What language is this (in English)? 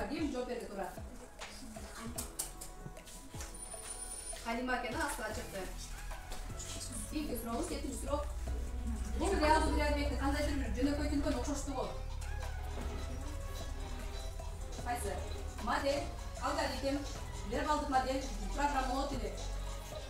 Kyrgyz